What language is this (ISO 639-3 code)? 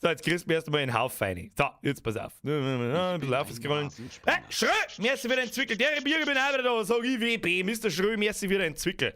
bar